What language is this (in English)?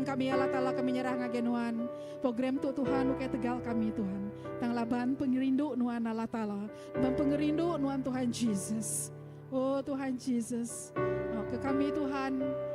Iban